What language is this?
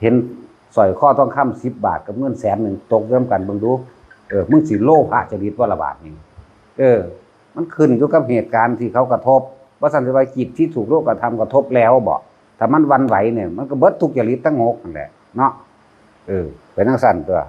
Northeastern Thai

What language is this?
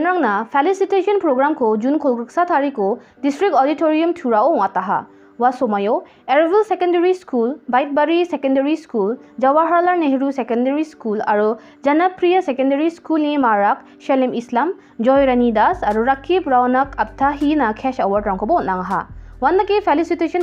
Garo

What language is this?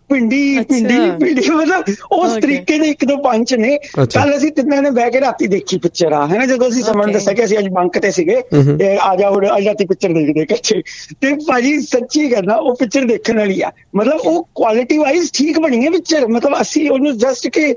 Punjabi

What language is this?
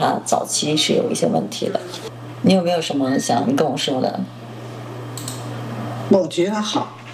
Chinese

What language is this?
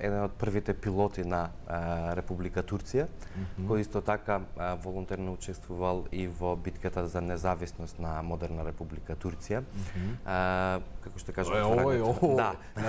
Macedonian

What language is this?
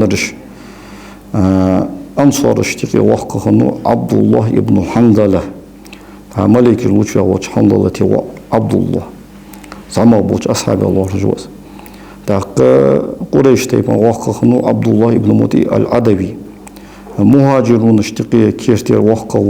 Ingush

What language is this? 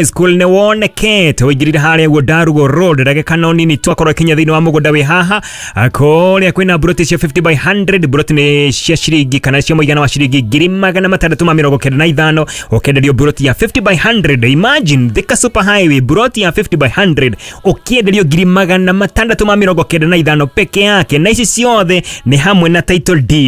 Kikuyu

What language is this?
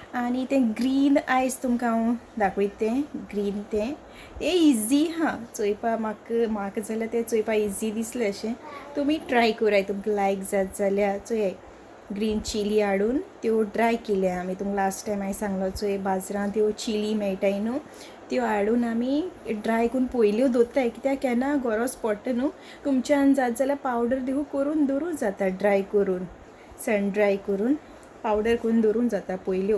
Konkani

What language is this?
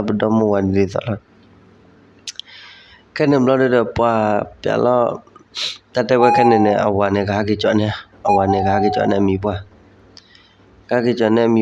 S'gaw Karen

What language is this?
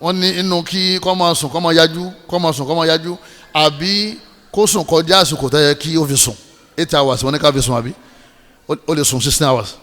Yoruba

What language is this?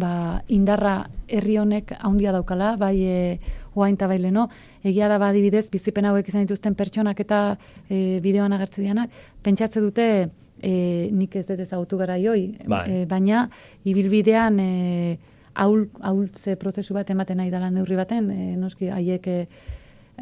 Basque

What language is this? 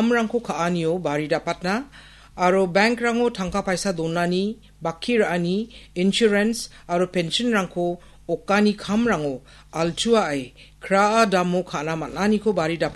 Garo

